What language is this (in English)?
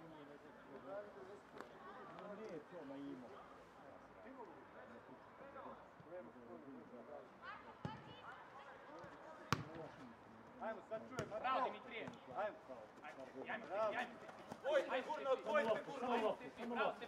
Serbian